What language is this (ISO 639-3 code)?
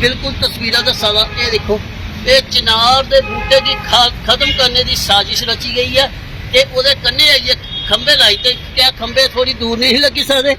doi